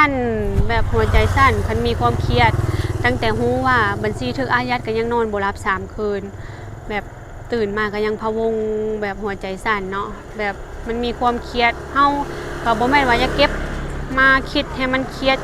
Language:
Lao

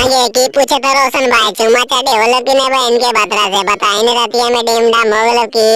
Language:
Magahi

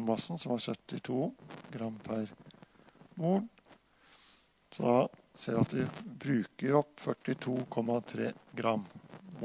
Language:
Norwegian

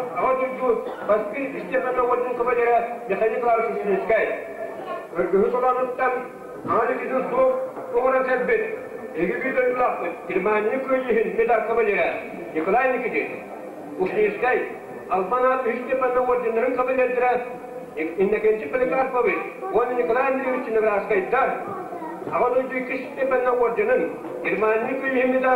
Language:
Yakut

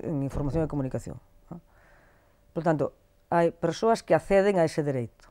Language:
Galician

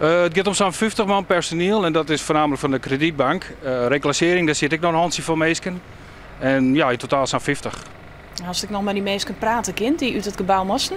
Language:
Western Frisian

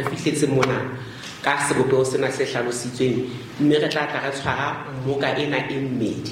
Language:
Southern Sotho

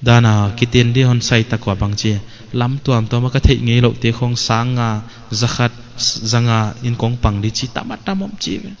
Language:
Paite Chin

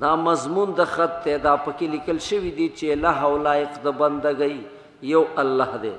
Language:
Pashto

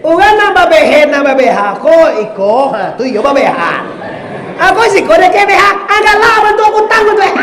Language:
Minangkabau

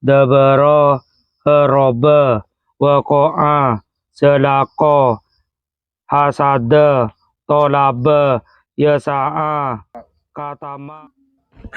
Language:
Madurese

